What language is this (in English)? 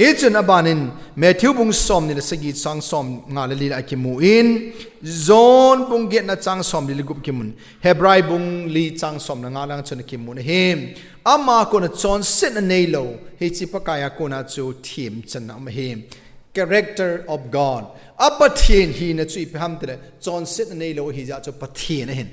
Thado Chin